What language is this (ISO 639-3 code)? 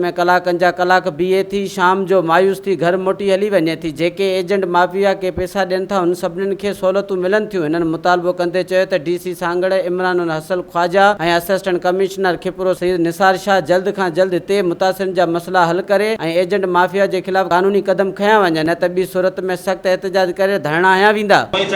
snd